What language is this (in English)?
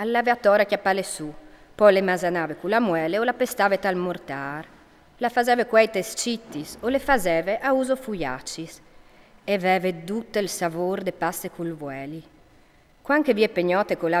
Friulian